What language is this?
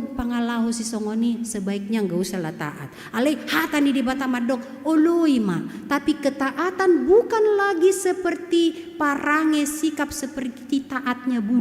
Batak Toba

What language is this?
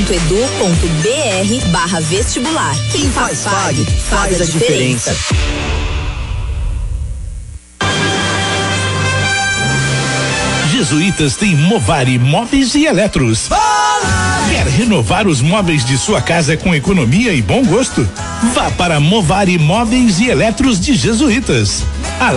Portuguese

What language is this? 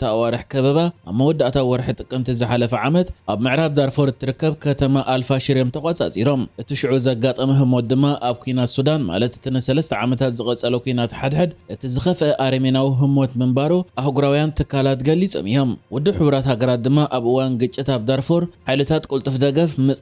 Tigrinya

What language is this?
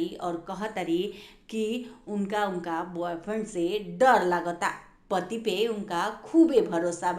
Bhojpuri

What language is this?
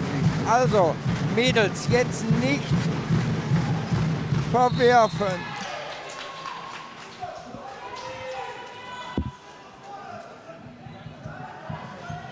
German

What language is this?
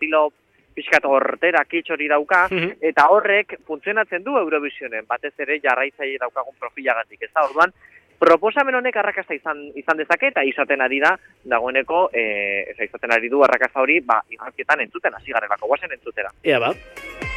Basque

